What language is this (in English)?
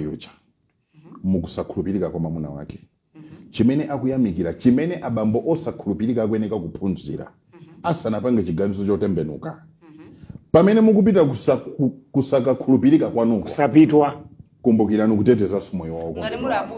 Nyanja